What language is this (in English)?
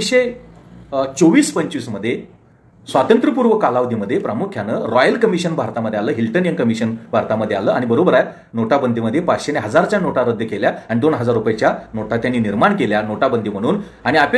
Marathi